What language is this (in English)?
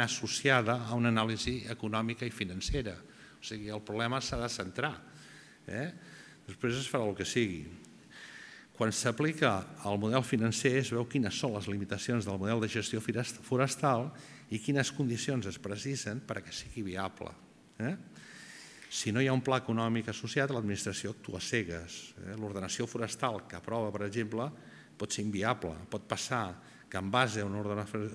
Catalan